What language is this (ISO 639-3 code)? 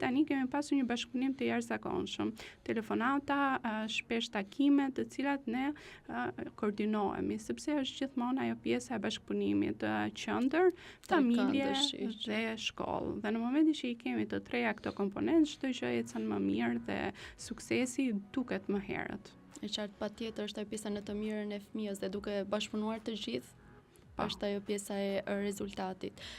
sqi